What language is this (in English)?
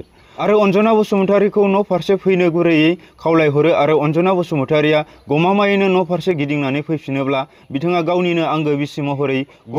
Bodo